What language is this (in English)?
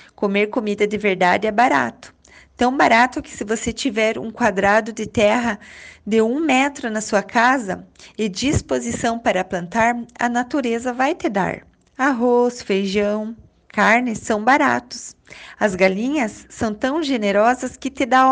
Portuguese